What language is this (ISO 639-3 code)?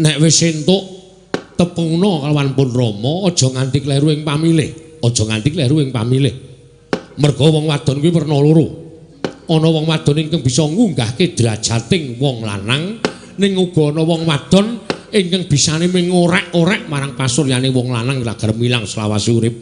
jav